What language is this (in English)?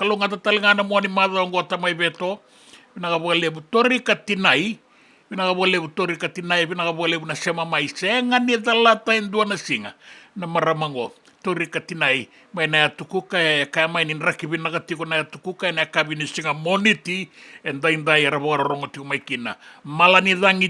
Fijian